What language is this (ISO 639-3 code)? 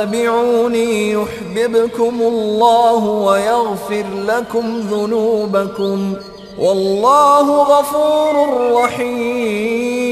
fas